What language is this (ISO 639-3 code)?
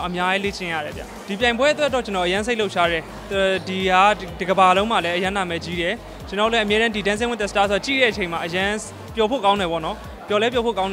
mya